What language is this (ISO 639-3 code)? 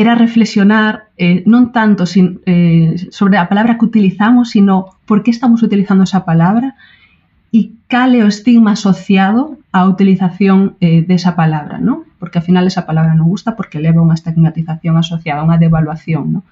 glg